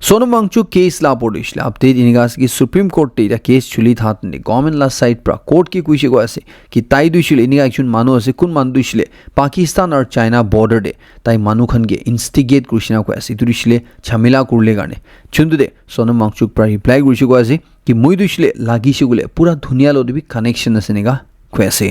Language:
Naga Pidgin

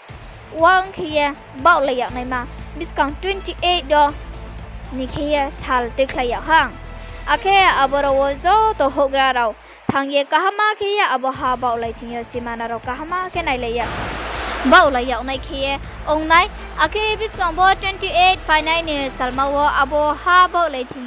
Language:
Riang (India)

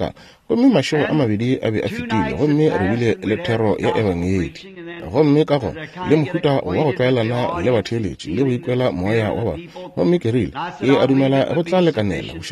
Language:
Northern Sotho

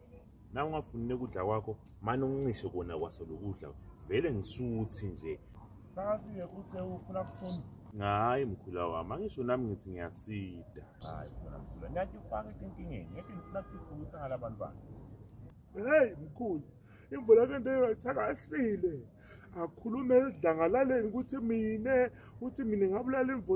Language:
Zulu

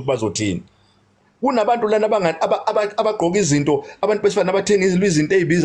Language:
Zulu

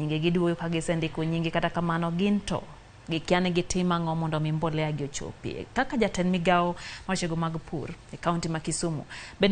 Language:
Luo (Kenya and Tanzania)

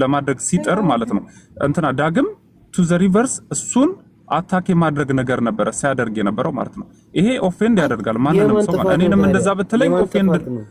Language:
Amharic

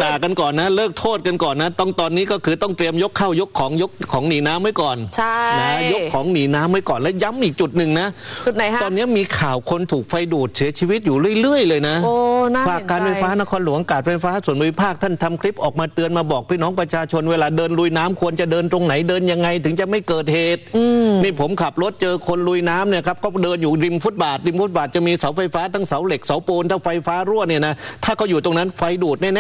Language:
Thai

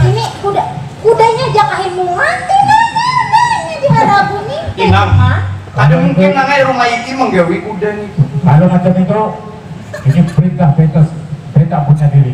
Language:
Banjar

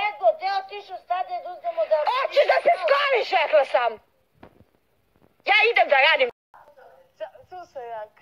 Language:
Serbian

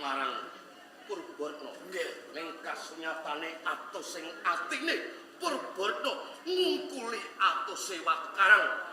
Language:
Javanese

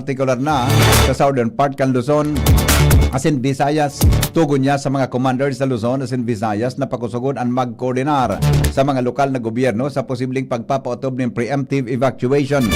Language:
Bikol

